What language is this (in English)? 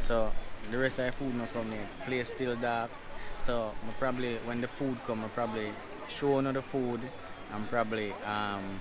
Jamaican Creole English